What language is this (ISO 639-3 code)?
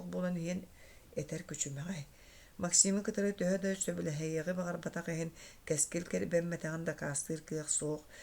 sah